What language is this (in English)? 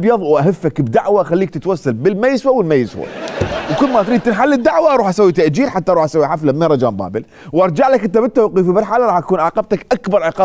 Mesopotamian Arabic